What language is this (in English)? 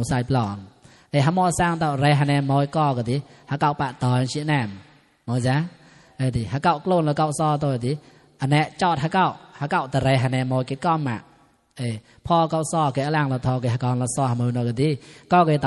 Mon